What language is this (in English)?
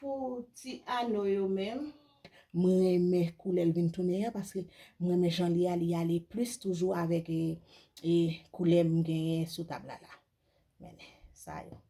Haitian Creole